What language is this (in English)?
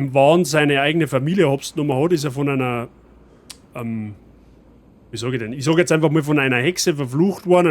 Bavarian